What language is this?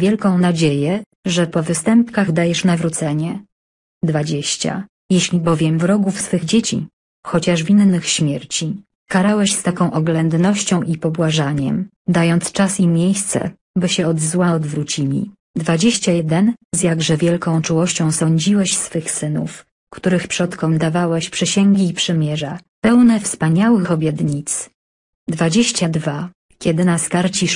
Polish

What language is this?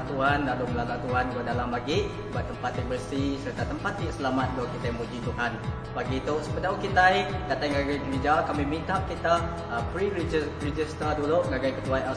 Iban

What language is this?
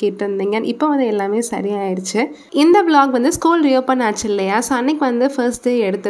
Tamil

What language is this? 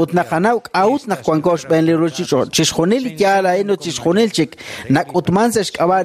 Kekchí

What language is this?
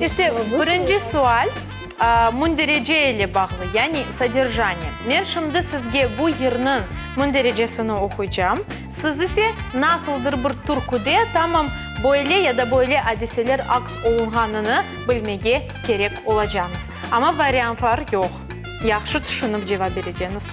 Crimean Tatar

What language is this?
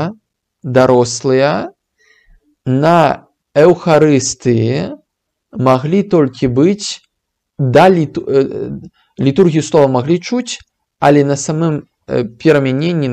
Belarusian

